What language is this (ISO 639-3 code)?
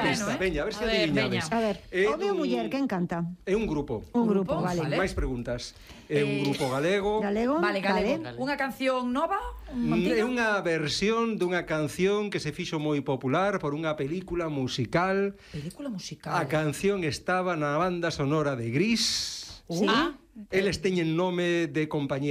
glg